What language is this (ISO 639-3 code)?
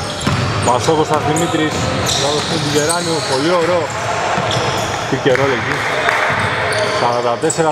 ell